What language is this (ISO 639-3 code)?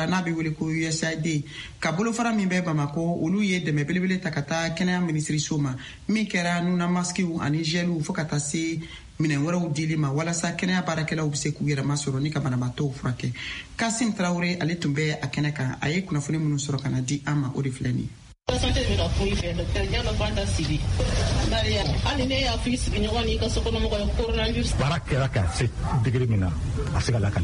bam